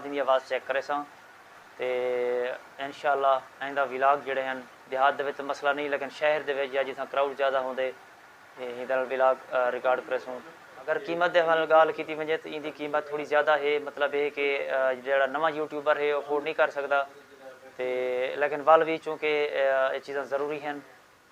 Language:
Saraiki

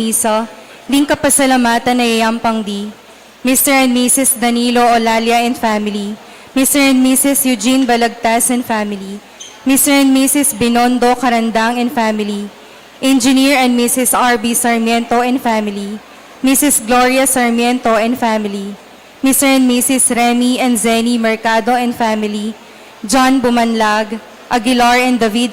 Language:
Pampanga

